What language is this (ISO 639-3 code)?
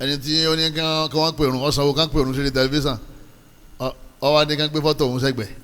yor